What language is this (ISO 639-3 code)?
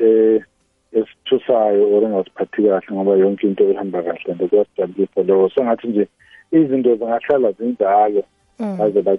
nbl